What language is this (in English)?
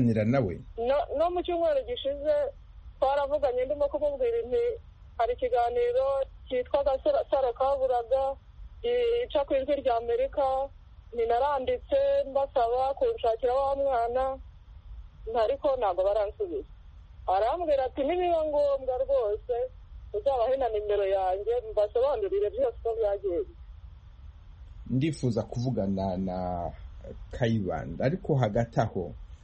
Kinyarwanda